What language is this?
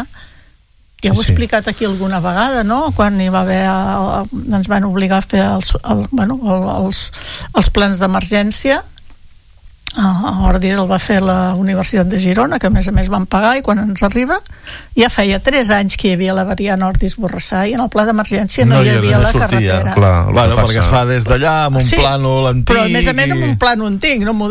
Catalan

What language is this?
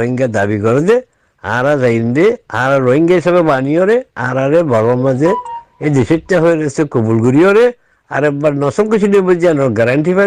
Rohingya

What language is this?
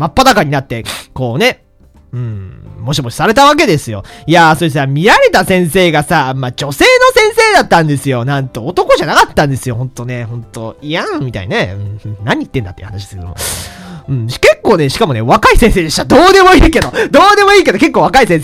Japanese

